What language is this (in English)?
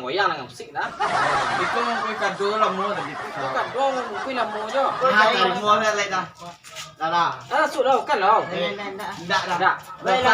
Minangkabau